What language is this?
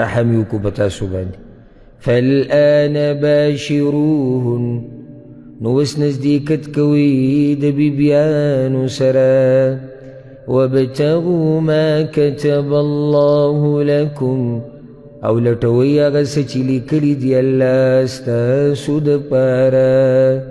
Pashto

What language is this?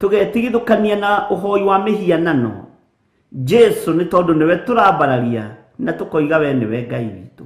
Kikuyu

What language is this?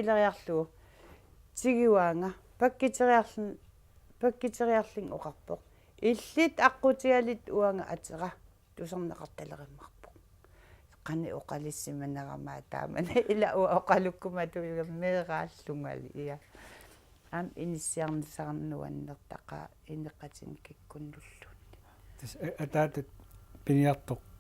Kalaallisut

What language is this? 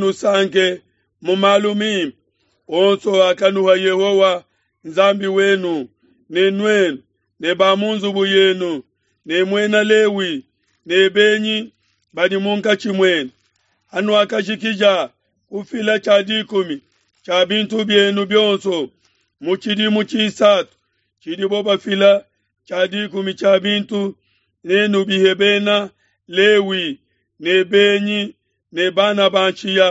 Luba-Lulua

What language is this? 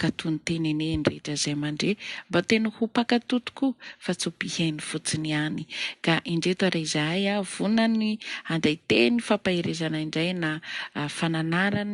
Malagasy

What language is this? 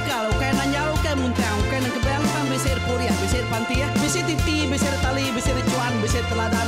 Iban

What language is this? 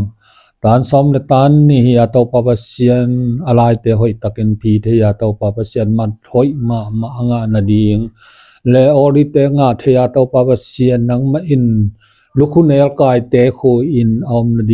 Tedim Chin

